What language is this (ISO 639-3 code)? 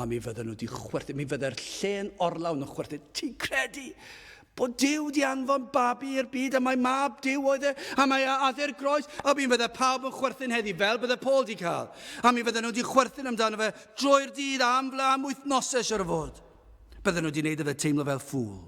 cym